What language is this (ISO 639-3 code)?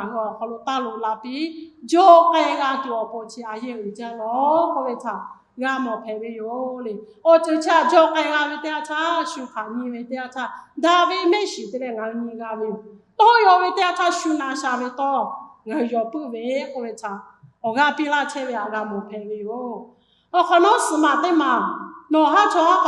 lhu